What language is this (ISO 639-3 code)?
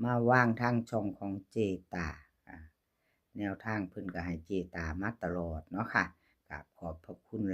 tts